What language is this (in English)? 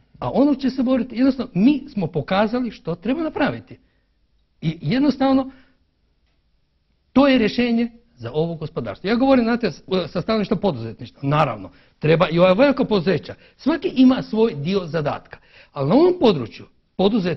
Croatian